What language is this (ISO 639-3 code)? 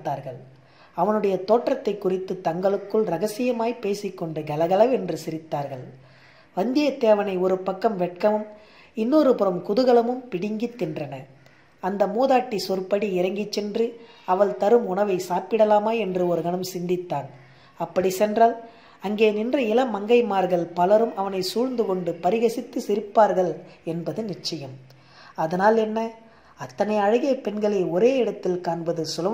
tam